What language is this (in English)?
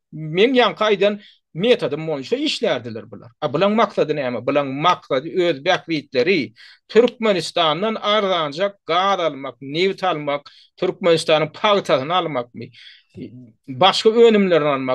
Turkmen